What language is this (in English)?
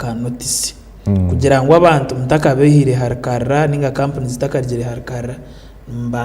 Nyankole